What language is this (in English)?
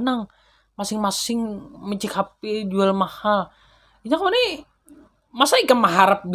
Banjar